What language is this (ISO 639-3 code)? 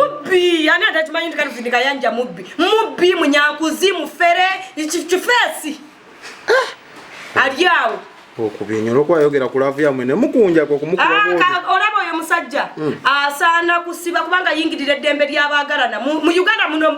lug